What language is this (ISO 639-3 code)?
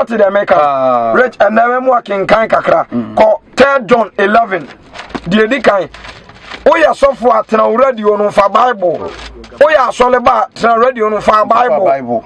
aka